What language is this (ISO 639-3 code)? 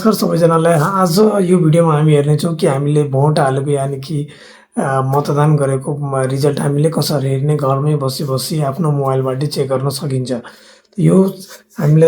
nep